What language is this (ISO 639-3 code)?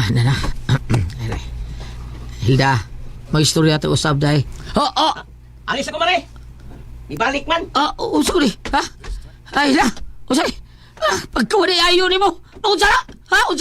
ceb